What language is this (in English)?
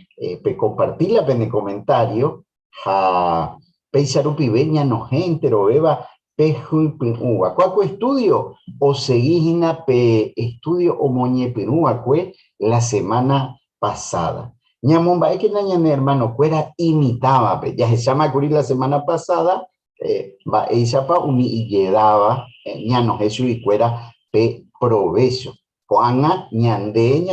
Guarani